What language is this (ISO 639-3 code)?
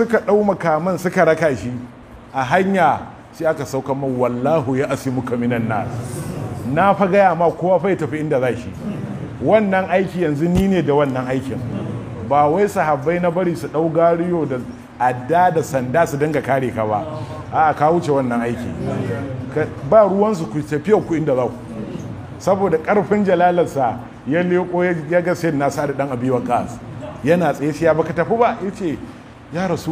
hau